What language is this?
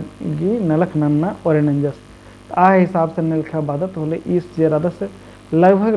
Kurukh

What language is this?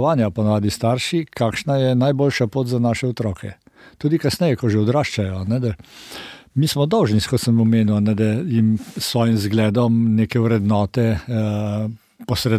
Slovenian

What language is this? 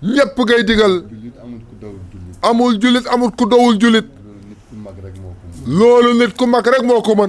Wolof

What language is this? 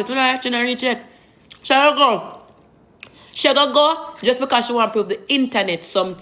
Jamaican Creole English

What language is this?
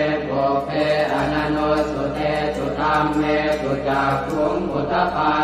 Pali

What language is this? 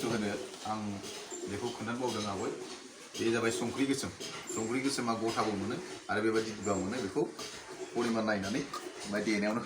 Bodo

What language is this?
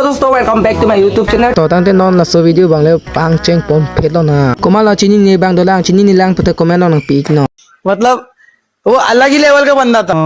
Karbi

